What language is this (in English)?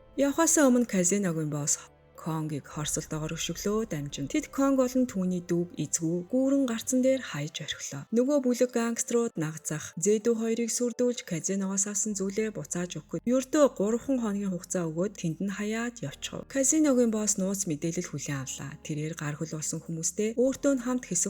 Mongolian